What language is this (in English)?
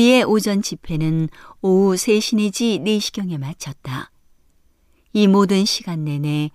Korean